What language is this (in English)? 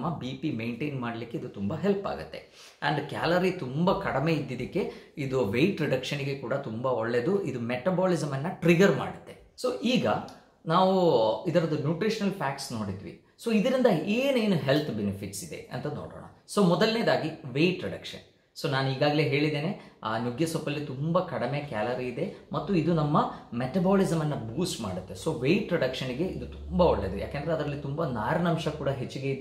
Kannada